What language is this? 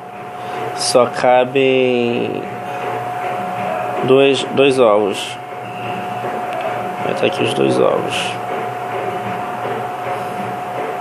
Portuguese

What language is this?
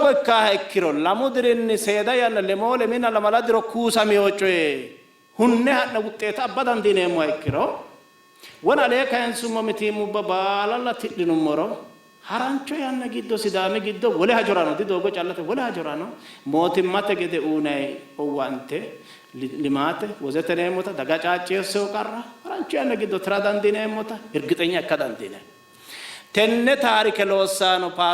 Sidamo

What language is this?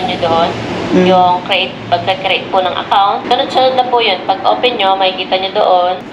Filipino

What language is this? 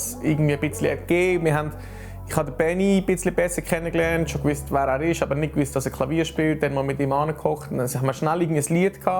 Swiss German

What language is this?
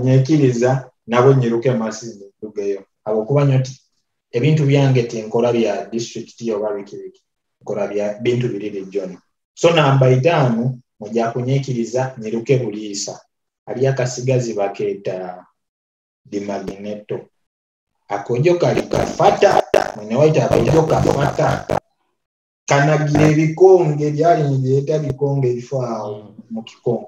Nyoro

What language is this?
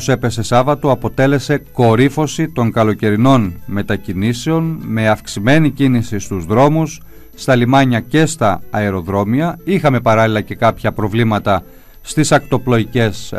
Greek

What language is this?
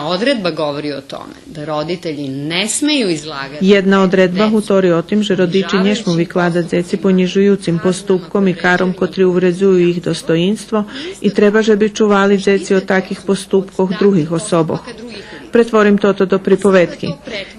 Rusyn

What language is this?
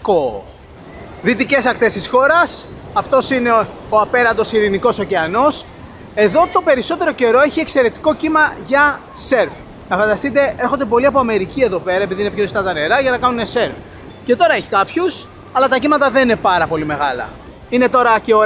Greek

